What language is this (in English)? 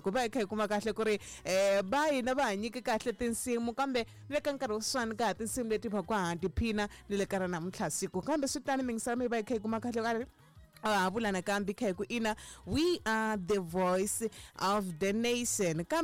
Tsonga